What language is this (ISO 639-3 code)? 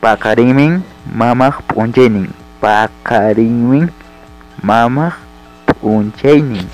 quy